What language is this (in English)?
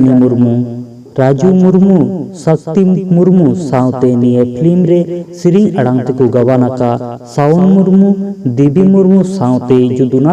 Santali